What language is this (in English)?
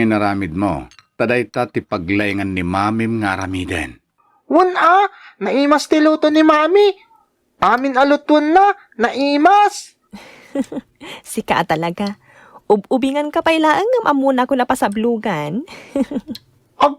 Iloko